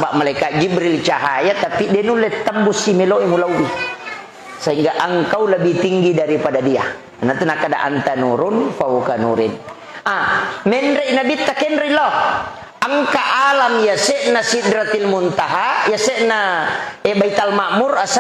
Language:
Buginese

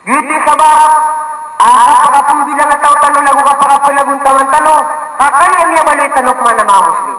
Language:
Maranao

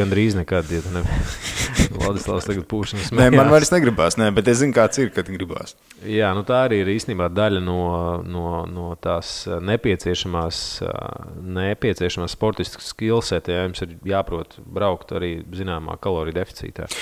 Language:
Latvian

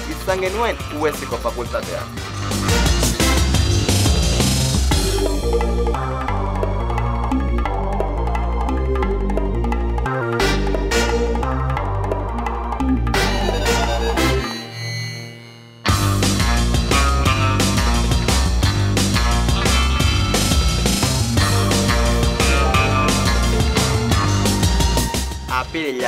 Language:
Basque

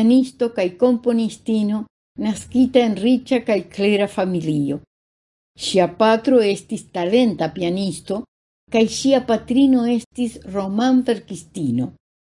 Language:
Esperanto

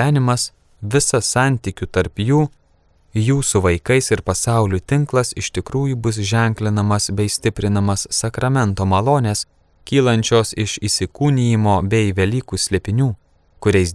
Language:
Lithuanian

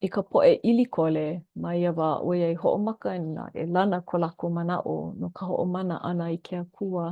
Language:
Hawaiian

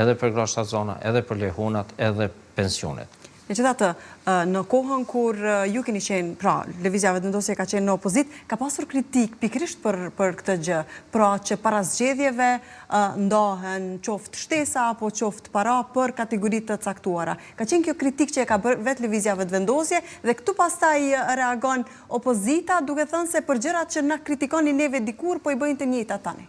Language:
Albanian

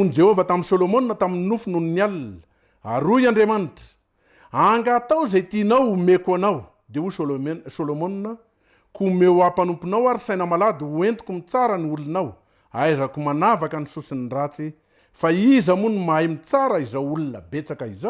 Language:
Malagasy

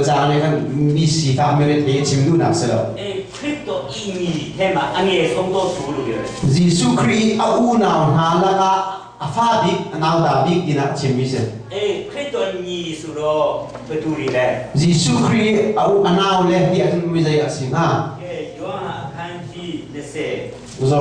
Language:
Hakha Chin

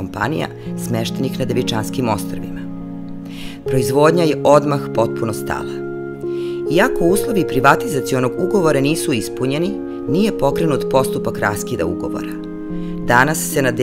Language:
Serbian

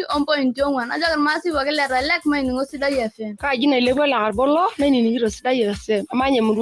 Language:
Masai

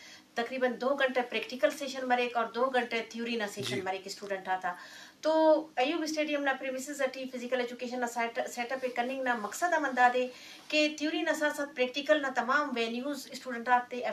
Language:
Eastern Balochi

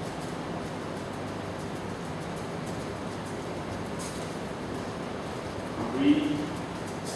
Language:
Catalan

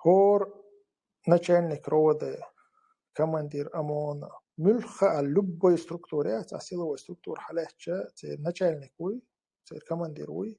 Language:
Chechen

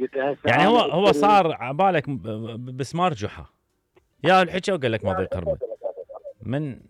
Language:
Mesopotamian Arabic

